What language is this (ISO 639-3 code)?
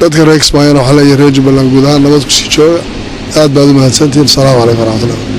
som